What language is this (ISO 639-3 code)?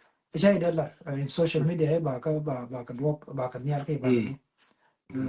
nus